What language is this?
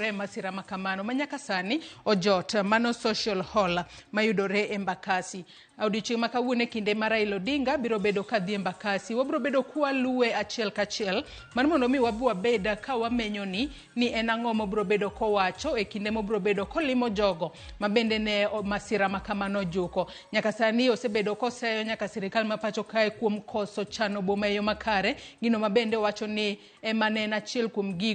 Luo (Kenya and Tanzania)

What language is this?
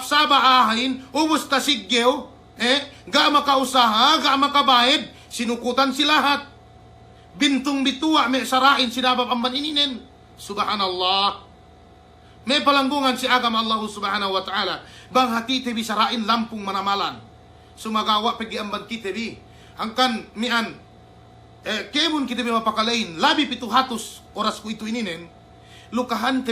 Yakan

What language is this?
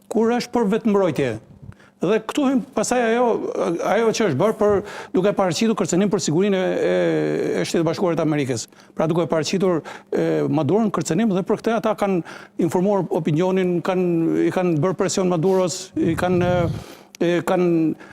Albanian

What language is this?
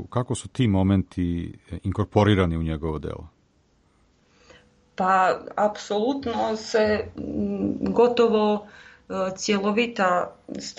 Serbian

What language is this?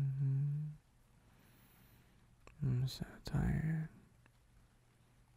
English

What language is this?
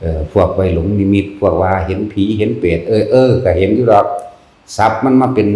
Northeastern Thai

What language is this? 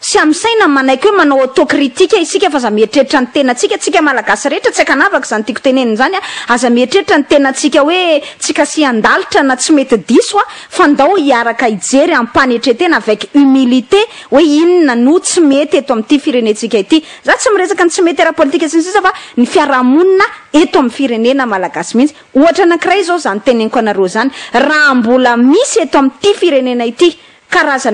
Malagasy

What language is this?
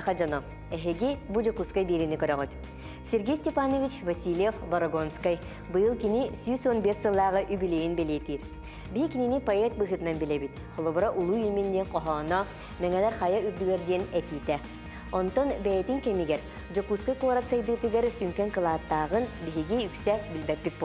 Yakut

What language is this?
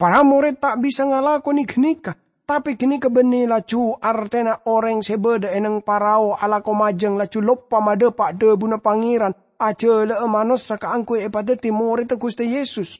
Madurese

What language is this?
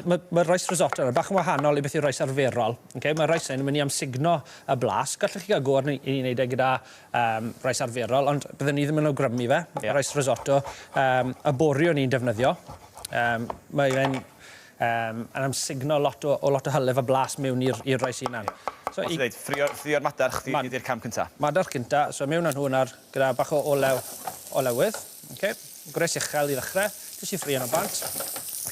Welsh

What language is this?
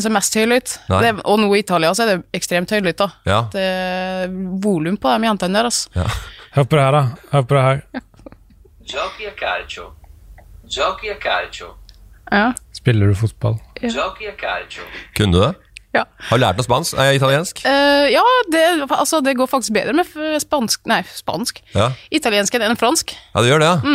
Norwegian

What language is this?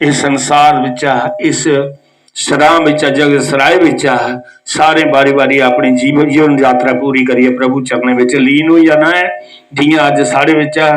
Dogri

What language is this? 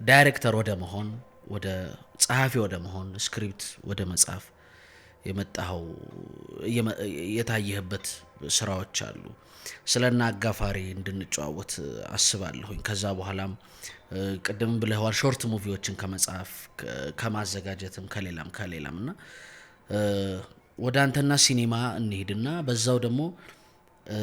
Amharic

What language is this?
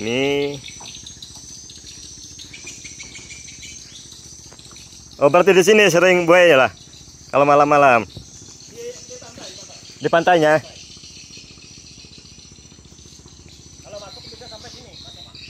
Indonesian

